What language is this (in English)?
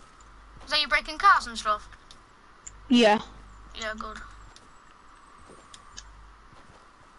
English